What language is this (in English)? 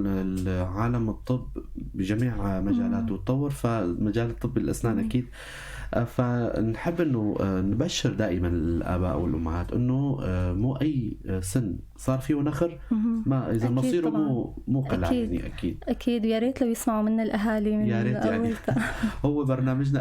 North Levantine Arabic